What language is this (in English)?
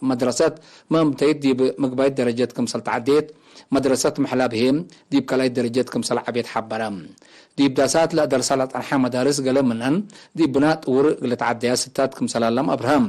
Tigre